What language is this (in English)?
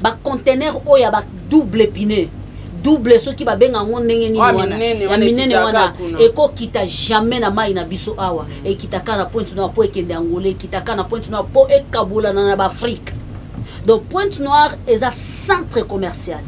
Lingala